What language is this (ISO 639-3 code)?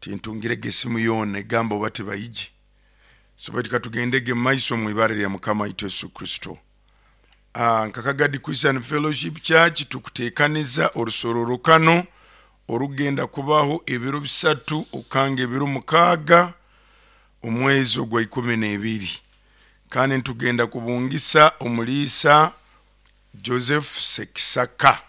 nyo